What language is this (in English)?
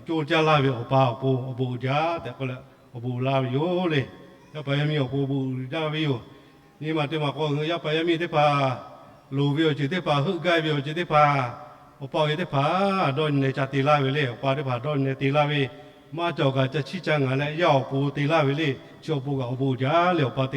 Lahu